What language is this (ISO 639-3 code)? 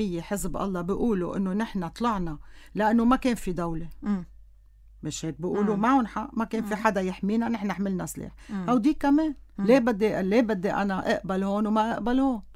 apc